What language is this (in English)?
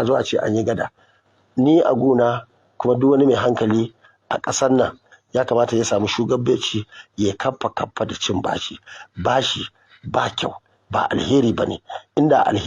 Hausa